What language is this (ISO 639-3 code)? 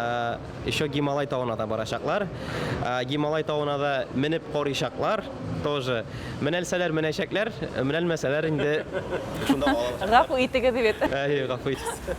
bak